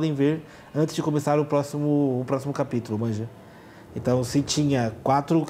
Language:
Portuguese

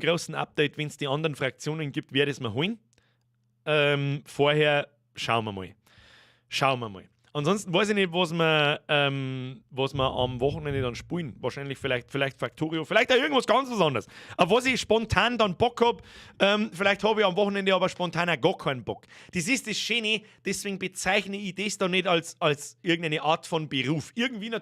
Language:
Bavarian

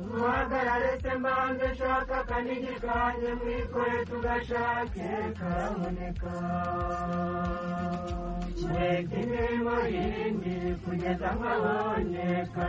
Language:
Kinyarwanda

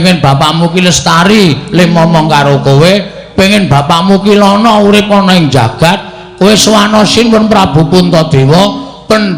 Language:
Javanese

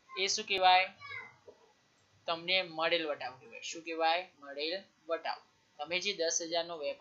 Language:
Gujarati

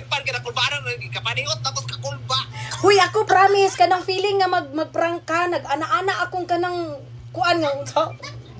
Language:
Cebuano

